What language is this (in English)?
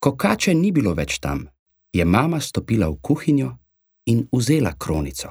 Slovenian